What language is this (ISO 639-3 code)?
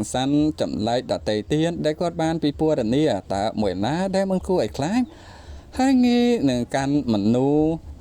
khm